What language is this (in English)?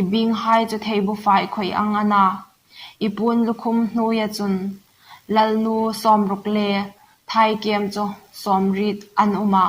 Hmar